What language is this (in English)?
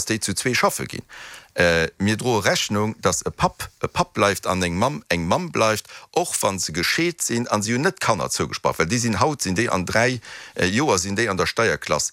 Luxembourgish